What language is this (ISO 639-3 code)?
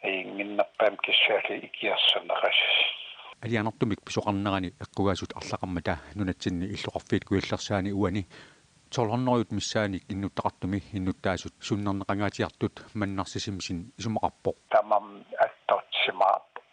kal